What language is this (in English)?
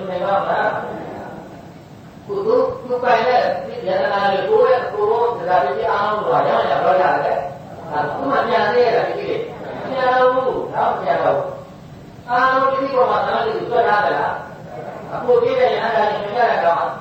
Burmese